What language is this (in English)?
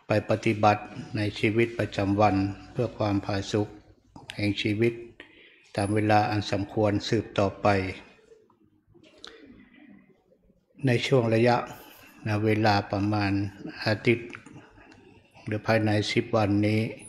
Thai